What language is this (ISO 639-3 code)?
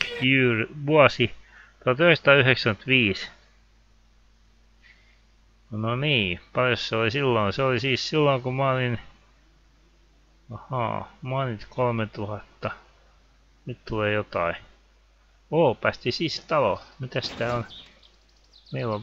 fin